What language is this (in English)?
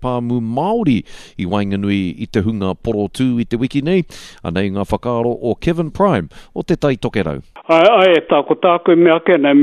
Māori